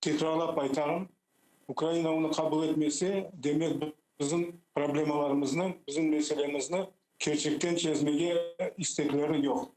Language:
Crimean Tatar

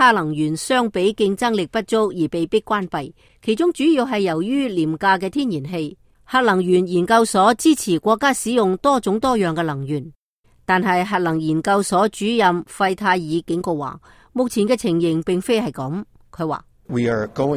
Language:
Cantonese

